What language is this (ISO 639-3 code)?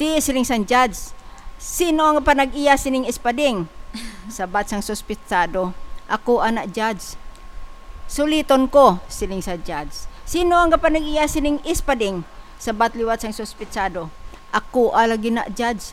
hil